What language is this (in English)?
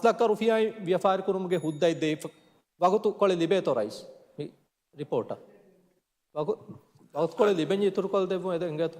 Divehi